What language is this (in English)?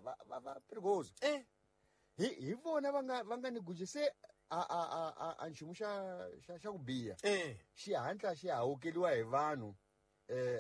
Tsonga